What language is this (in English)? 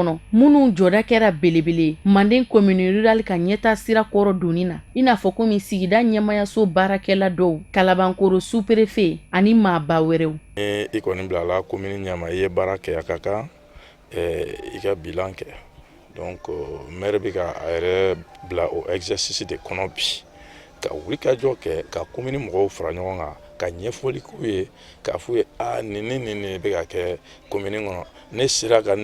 Bambara